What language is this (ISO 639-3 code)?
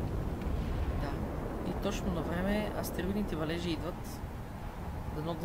bul